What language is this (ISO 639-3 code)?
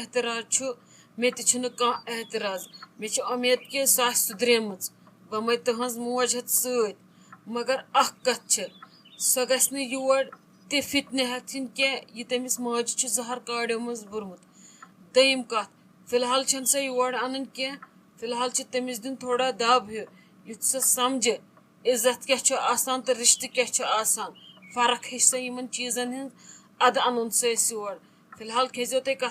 kas